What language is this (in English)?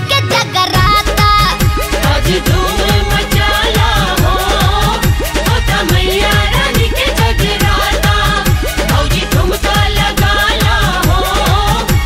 Bhojpuri